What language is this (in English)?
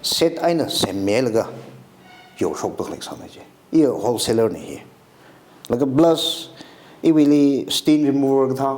Tangkhul Naga (India)